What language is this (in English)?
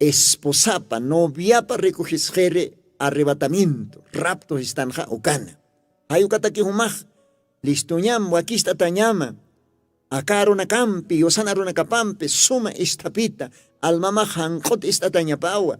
Aymara